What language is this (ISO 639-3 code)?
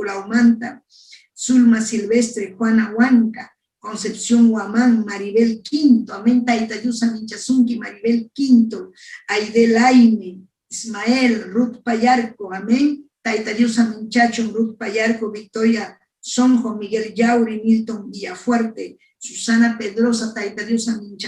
quy